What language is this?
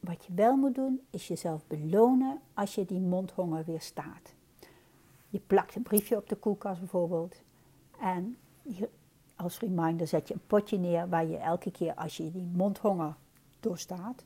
Dutch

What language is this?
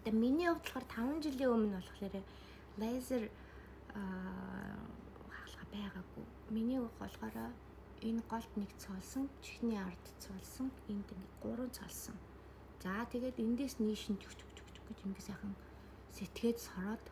Mongolian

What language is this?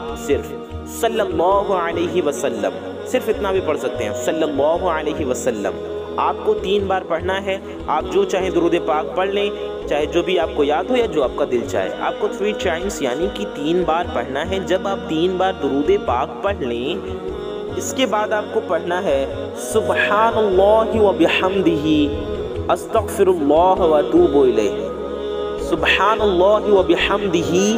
Urdu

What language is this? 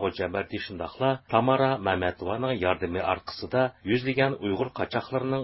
Uyghur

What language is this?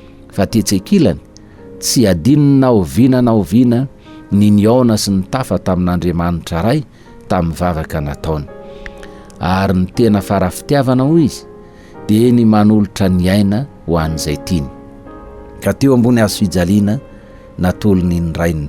Malagasy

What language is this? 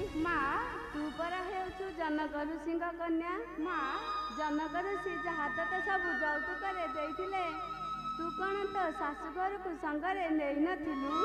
Odia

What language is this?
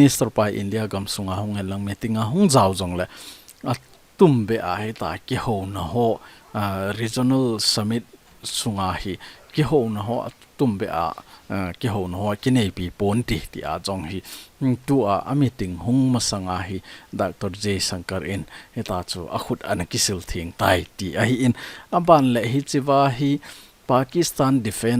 Thado Chin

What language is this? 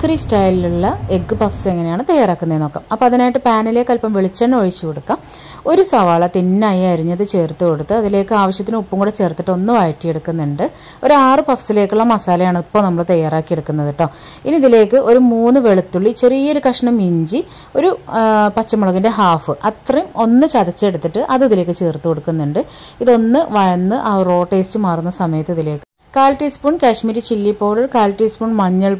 Malayalam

